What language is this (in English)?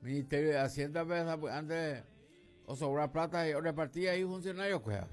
Guarani